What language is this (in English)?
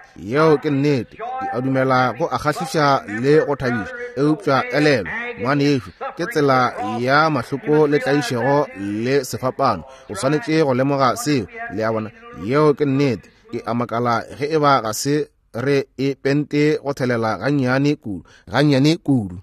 Northern Sotho